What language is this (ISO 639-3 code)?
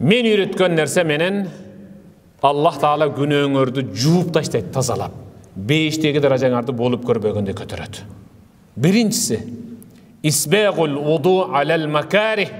kir